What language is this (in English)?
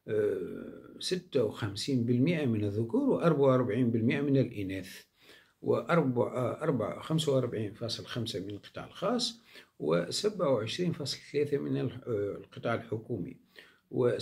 Arabic